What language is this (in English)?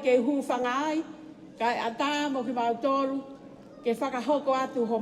Tongan